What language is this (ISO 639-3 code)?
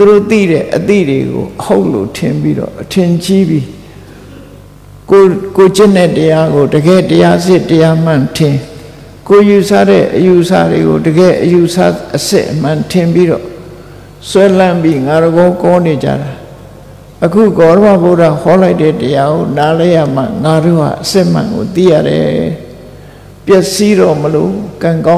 mya